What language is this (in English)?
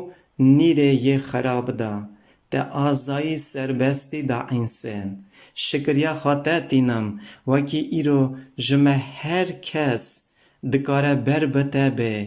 Kurdish